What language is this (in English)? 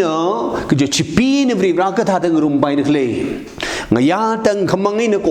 Tangkhul Naga (India)